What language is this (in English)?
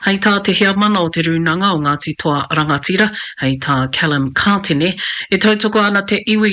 Māori